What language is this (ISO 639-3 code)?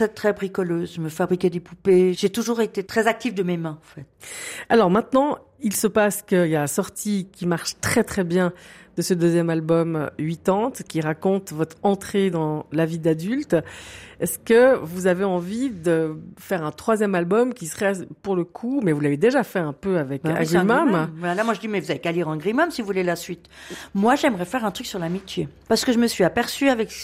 fra